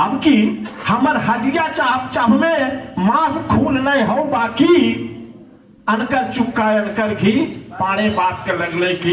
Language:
Magahi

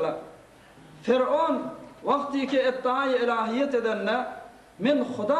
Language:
Turkmen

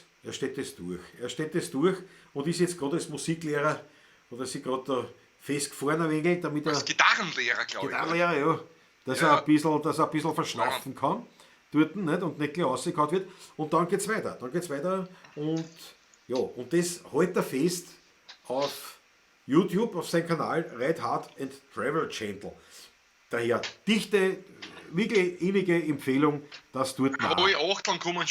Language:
Bavarian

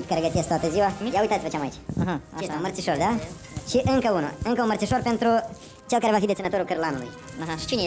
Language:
Romanian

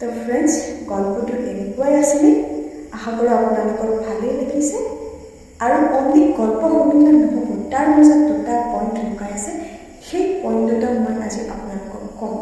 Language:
Assamese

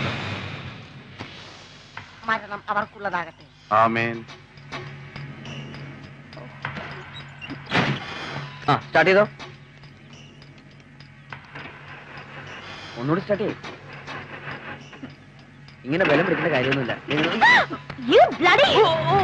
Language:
Malayalam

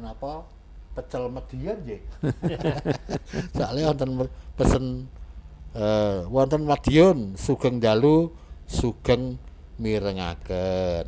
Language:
Javanese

